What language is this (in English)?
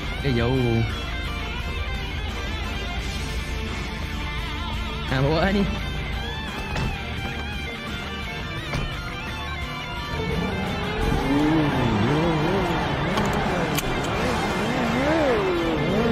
Malay